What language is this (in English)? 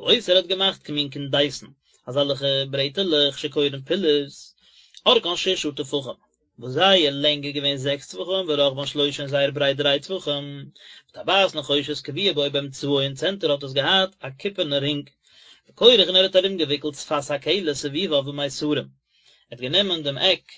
Yiddish